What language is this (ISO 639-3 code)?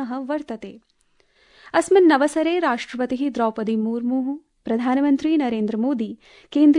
san